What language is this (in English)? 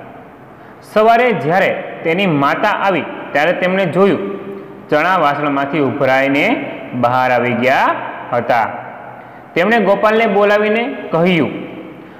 Gujarati